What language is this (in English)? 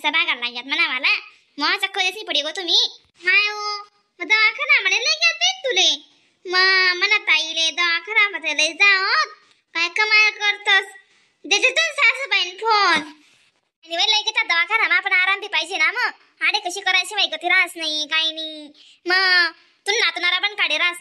Khandesi